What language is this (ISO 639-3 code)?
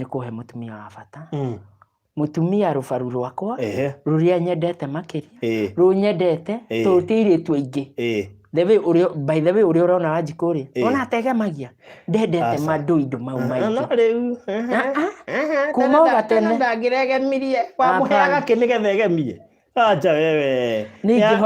kik